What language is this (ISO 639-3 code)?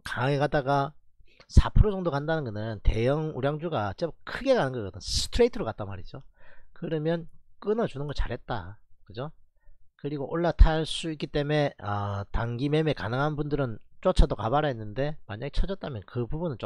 kor